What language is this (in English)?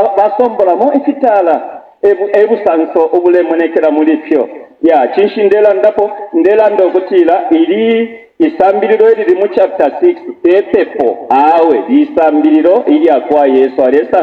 Bemba